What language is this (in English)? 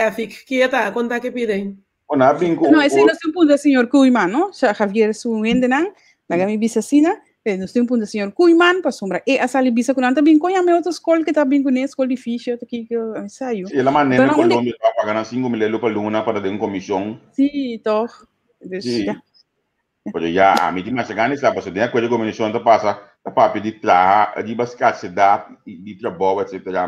Papiamento